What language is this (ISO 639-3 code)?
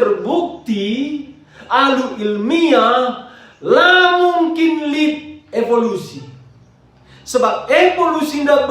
btx